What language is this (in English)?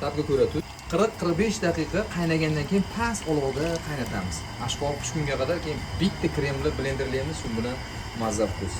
Uzbek